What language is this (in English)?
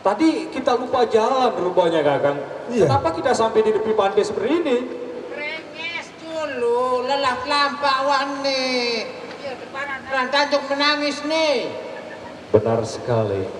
Sasak